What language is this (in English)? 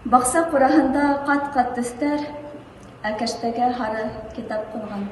Bashkir